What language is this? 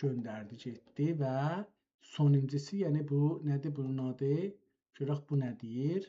South Azerbaijani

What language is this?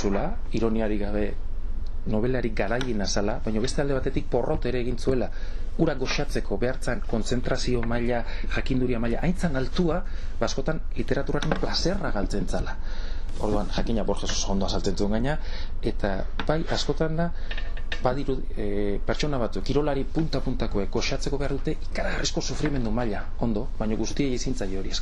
Basque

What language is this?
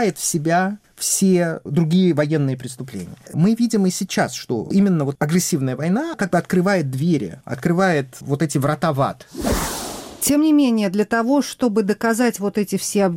Russian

